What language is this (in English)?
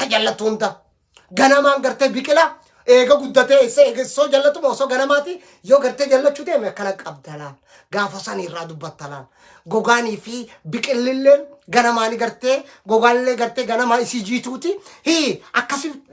Oromo